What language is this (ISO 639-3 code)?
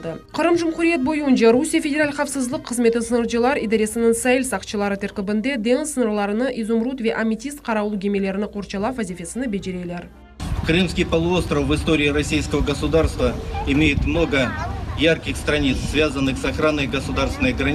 crh